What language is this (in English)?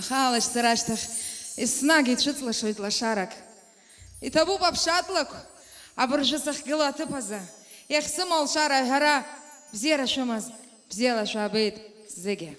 Abkhazian